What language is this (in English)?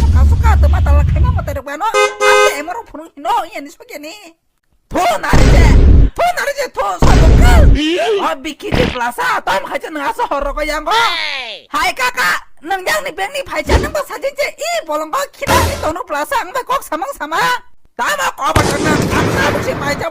Kok Borok